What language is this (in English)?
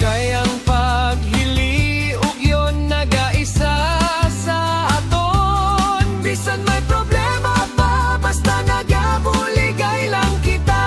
Hiligaynon